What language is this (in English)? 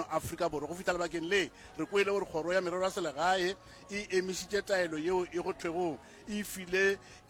Northern Sotho